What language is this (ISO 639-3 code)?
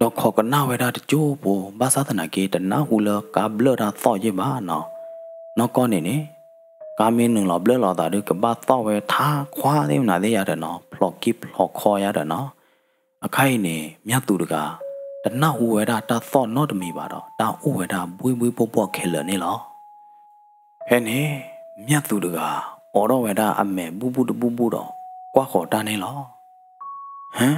ksw